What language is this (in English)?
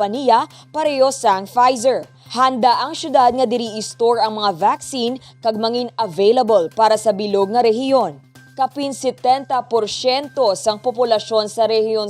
Hiligaynon